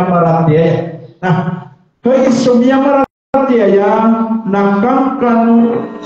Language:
Maranao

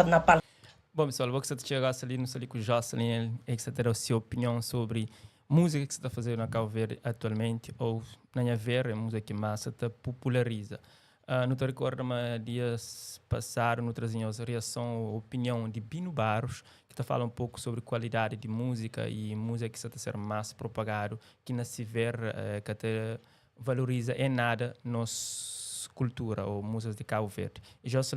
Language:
Kabuverdianu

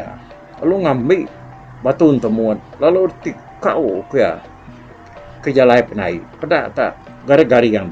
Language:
Iban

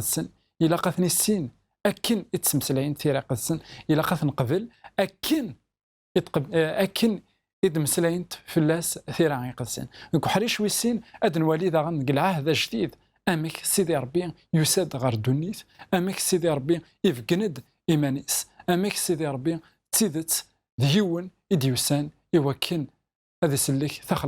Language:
Kabyle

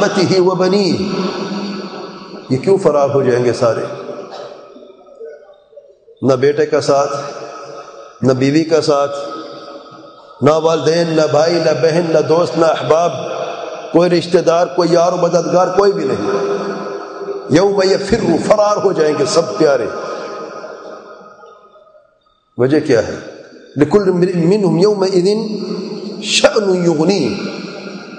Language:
Urdu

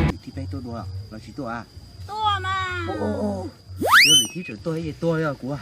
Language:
Hmong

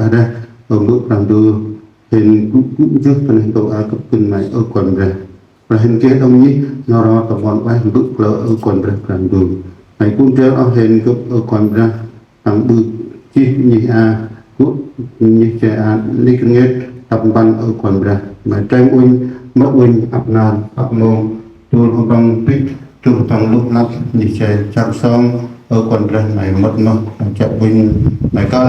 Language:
Central Mnong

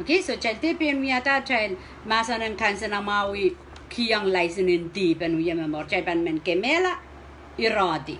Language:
Pohnpeian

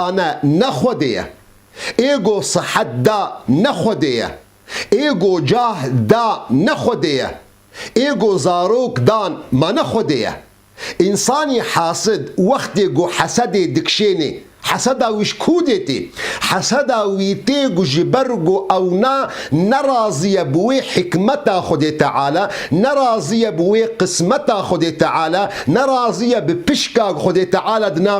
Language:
Kurdish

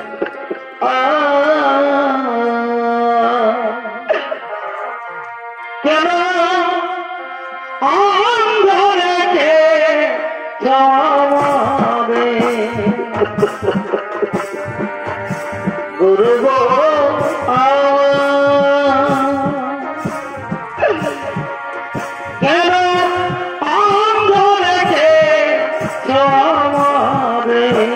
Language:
Bangla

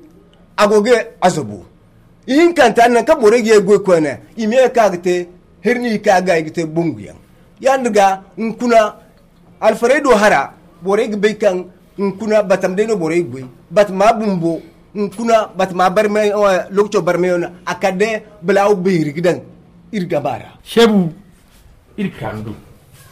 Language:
Zarma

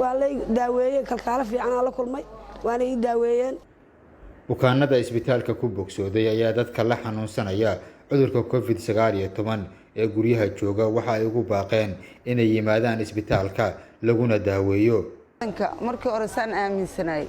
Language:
Somali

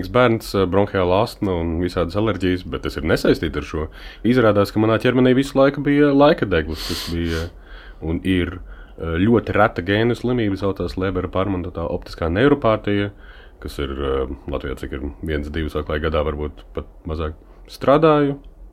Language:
Latvian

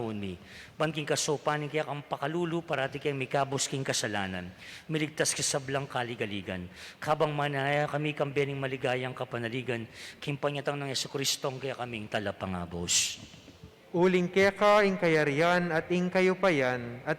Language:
Pampanga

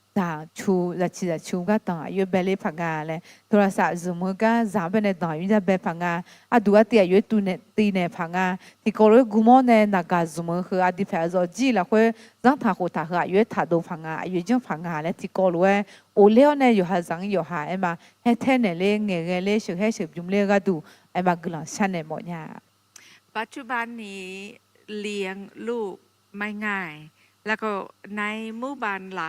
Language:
Akha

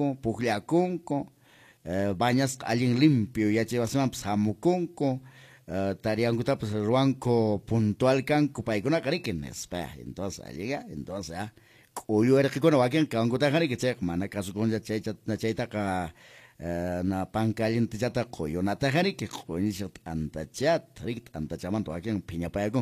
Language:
Quechua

